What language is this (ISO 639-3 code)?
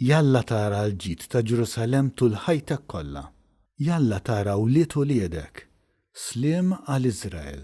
mlt